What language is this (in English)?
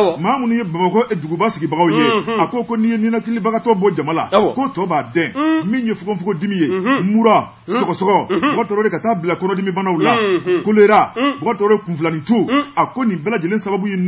Bambara